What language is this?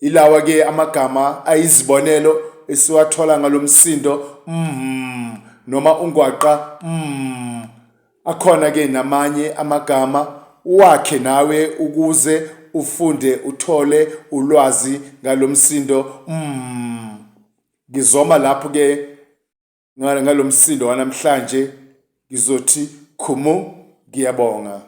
Zulu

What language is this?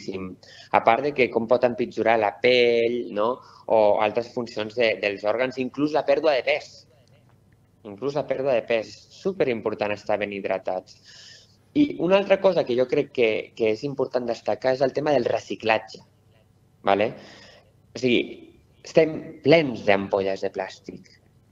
Catalan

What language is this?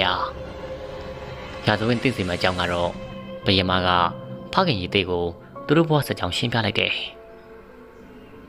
Burmese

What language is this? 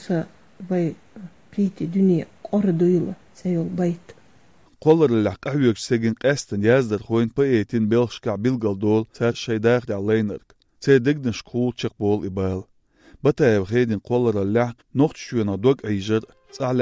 Chechen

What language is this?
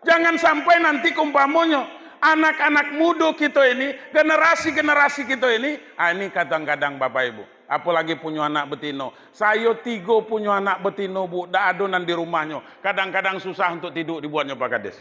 Minangkabau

